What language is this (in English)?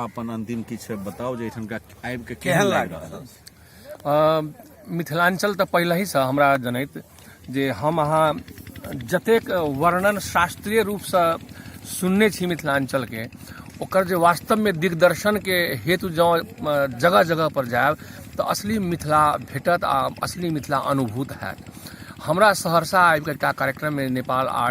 Maithili